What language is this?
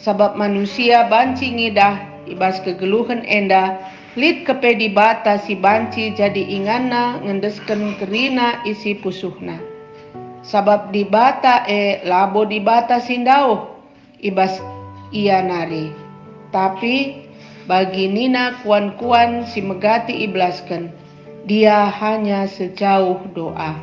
Batak Karo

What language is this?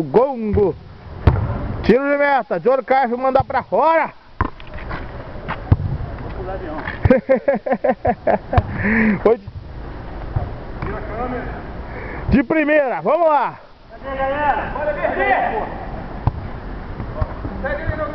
Portuguese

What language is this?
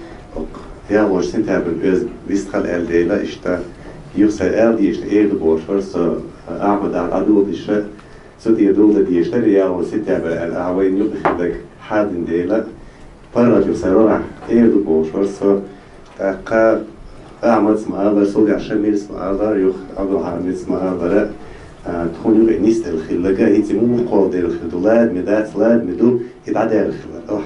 Chechen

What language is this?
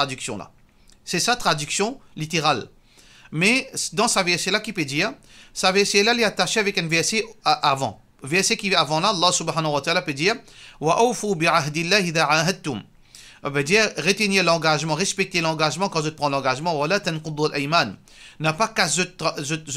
Morisyen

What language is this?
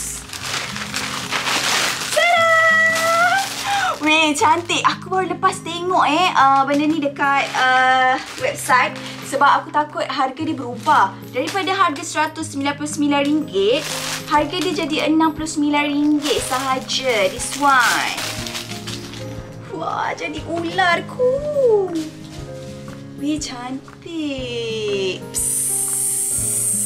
Malay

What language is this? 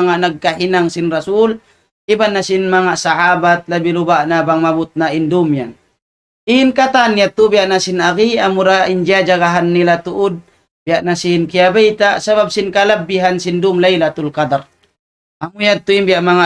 Tausug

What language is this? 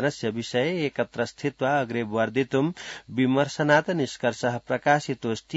Sanskrit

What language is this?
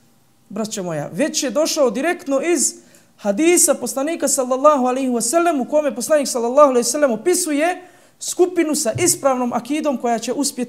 Bosnian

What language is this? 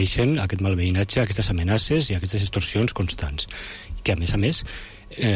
Catalan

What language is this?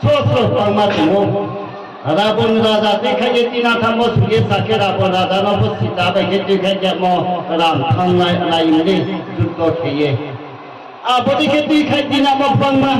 Riang (India)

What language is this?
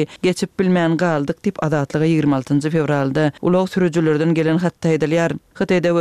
Turkmen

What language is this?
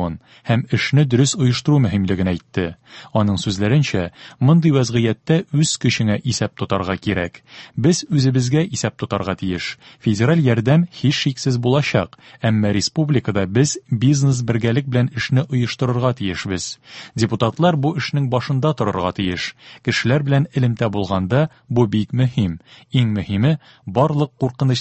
Tatar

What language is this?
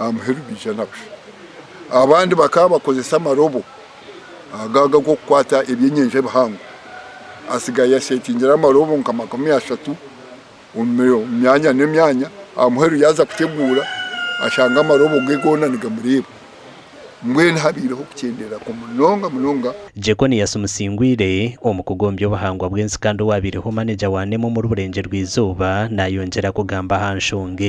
Nyankole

